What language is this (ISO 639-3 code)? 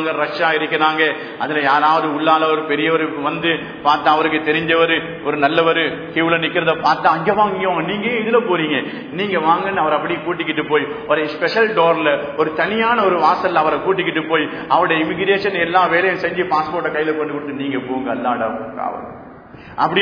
tam